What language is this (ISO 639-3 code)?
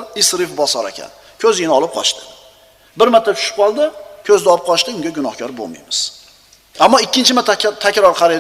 uzb